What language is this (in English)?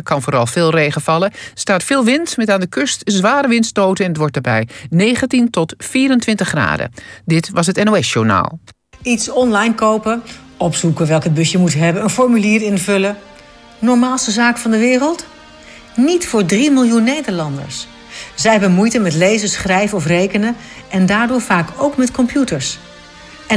Dutch